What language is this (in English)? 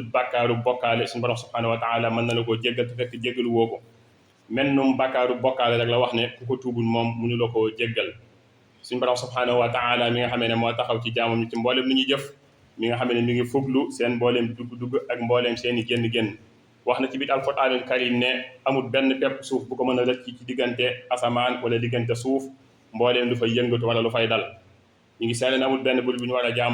Wolof